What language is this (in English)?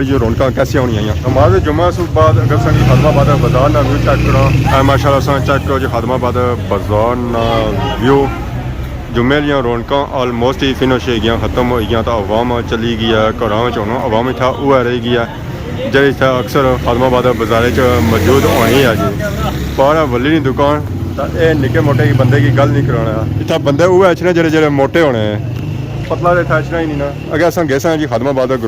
Pahari-Potwari